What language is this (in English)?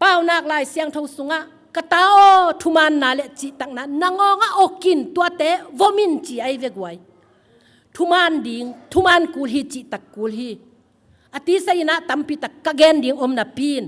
Tedim Chin